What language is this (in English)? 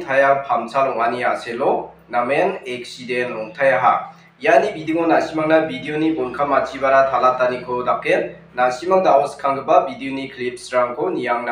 Garo